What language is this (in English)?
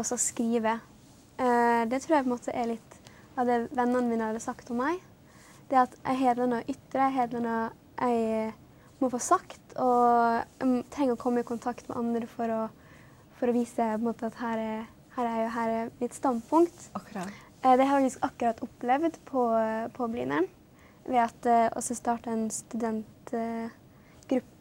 Norwegian